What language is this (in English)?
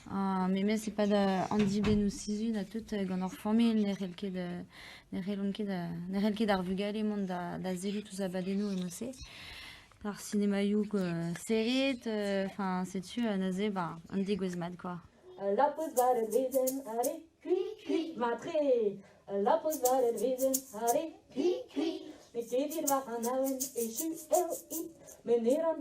Breton